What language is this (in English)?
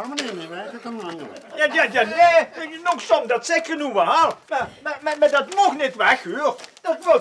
Limburgish